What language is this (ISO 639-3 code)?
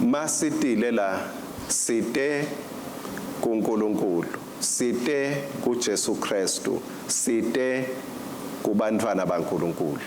ssw